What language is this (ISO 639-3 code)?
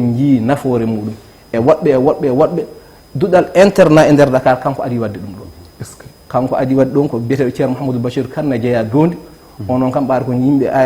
ful